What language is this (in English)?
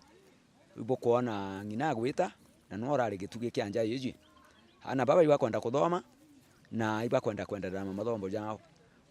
Meru